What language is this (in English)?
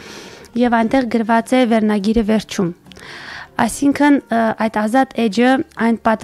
Armenian